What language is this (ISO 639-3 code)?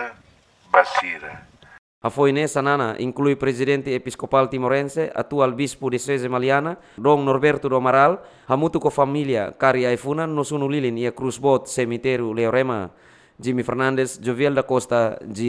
tet